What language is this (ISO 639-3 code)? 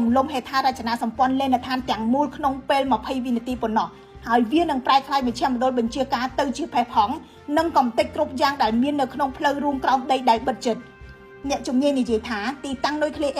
khm